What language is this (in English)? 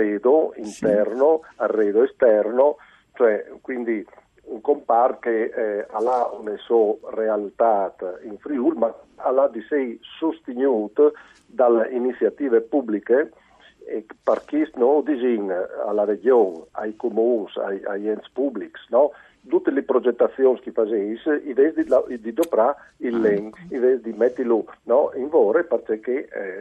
Friulian